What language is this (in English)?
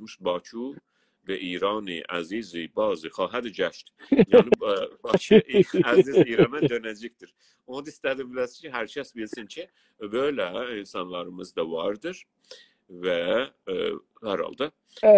South Azerbaijani